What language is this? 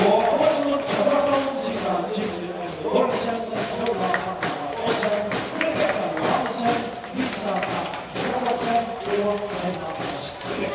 Faroese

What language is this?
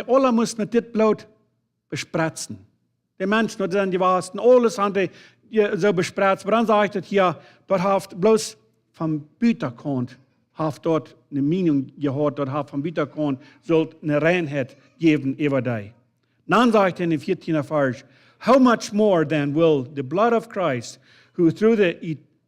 Plautdietsch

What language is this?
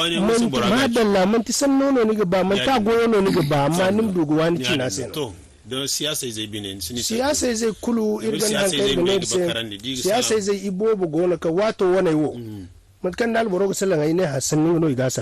Zarma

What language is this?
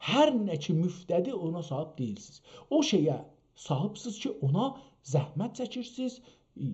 South Azerbaijani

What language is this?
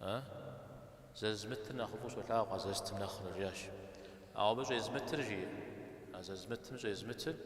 Kabardian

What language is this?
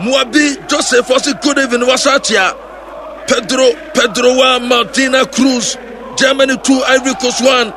Akan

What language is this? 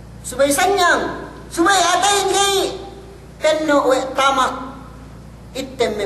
Yakan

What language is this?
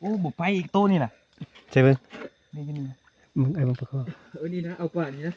Northeastern Thai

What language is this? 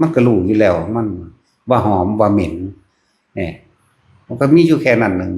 Northeastern Thai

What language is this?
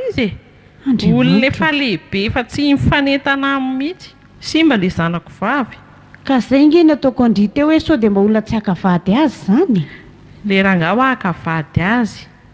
Malagasy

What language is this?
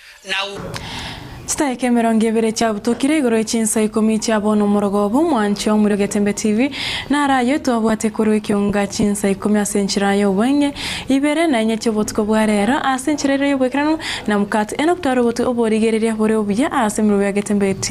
Gusii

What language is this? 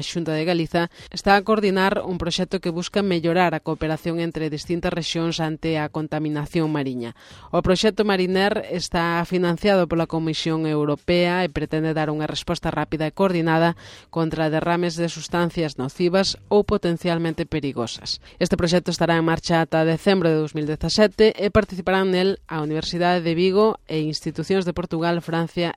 Galician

